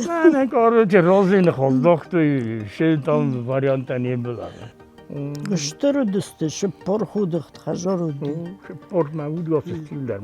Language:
Ossetic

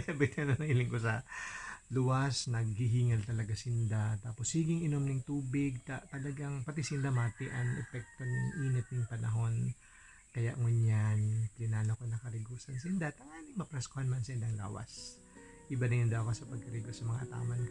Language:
Bikol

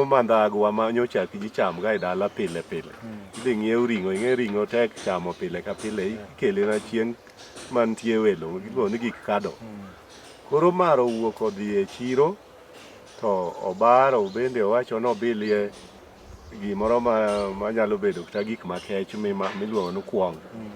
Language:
Luo (Kenya and Tanzania)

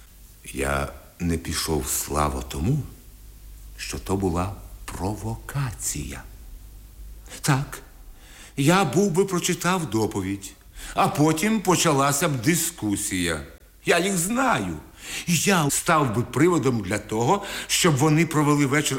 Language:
Ukrainian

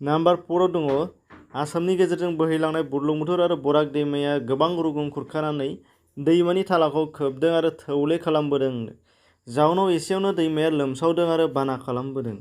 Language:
Bodo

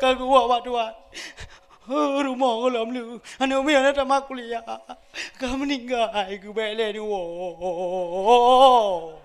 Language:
Achinese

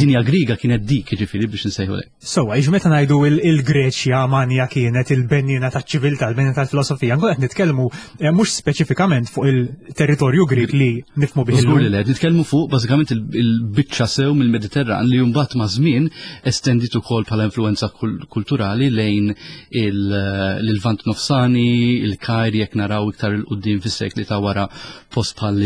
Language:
Maltese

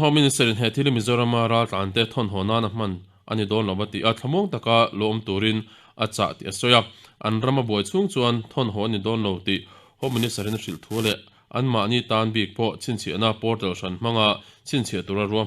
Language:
Mizo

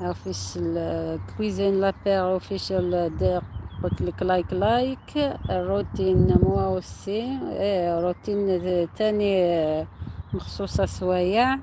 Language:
Algerian Arabic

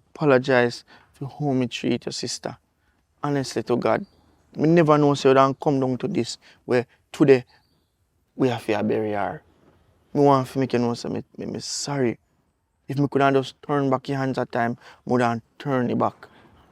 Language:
Jamaican Creole English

